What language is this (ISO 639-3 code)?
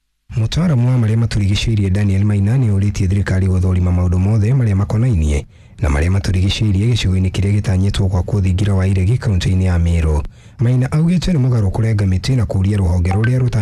kik